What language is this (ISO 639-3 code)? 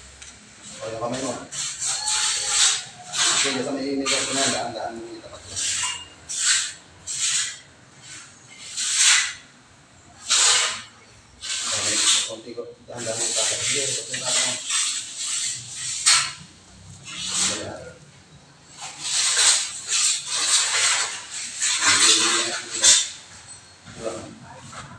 fil